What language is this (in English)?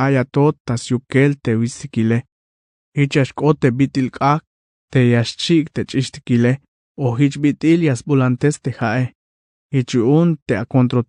Tzeltal